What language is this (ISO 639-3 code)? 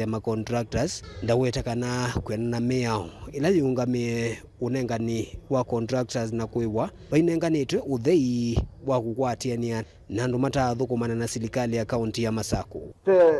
kam